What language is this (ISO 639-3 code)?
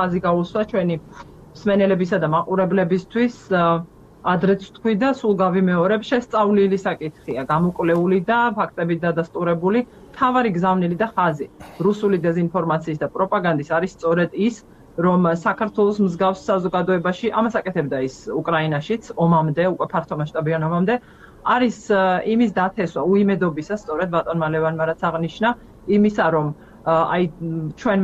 kat